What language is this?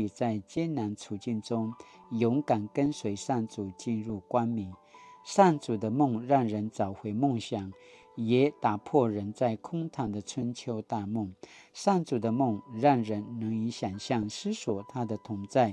Paiwan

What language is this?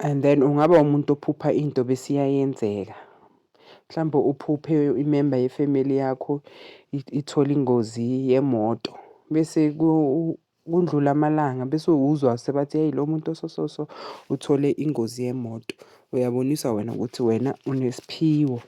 Zulu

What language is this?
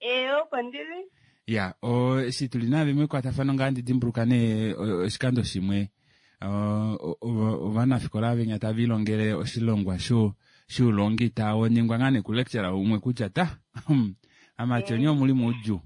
Kuanyama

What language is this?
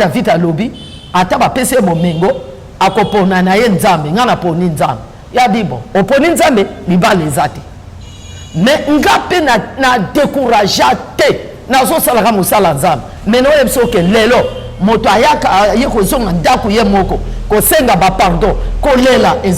Lingala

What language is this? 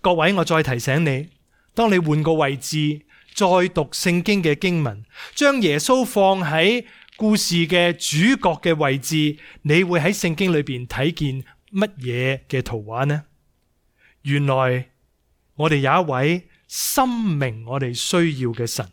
Cantonese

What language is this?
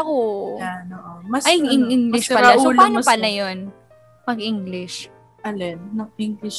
Filipino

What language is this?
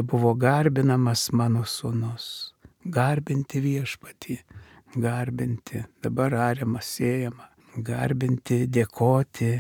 Lithuanian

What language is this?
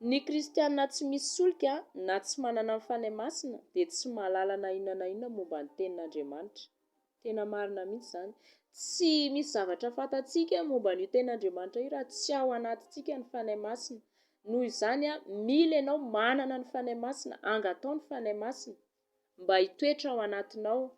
Malagasy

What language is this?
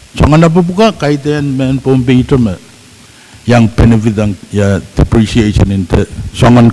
Pohnpeian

